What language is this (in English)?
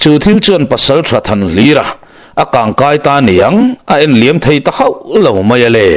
Mizo